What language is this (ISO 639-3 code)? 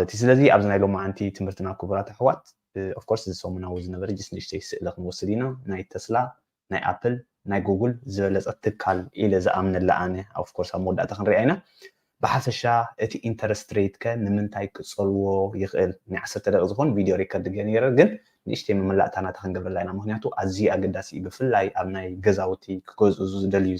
tir